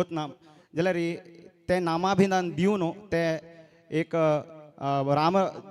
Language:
Konkani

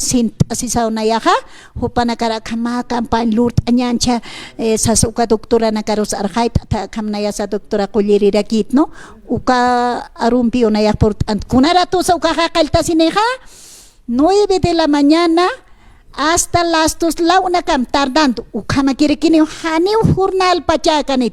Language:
Aymara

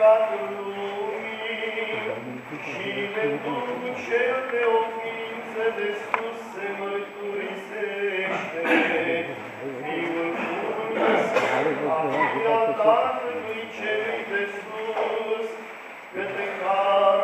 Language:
Romanian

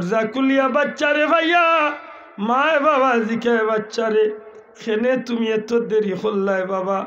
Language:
Sylheti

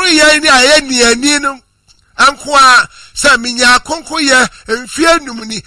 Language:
Akan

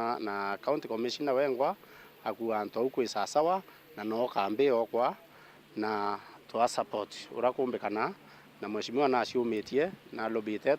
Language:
Meru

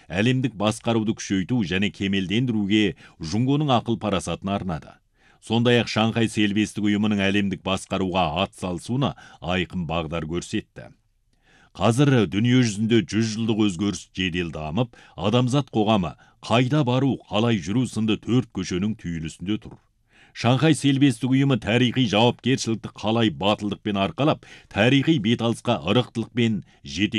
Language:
Kazakh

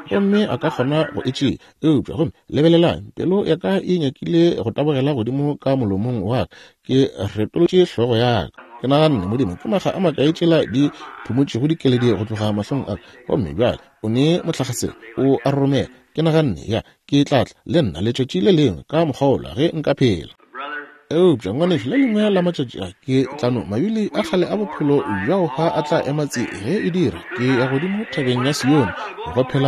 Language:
Northern Sotho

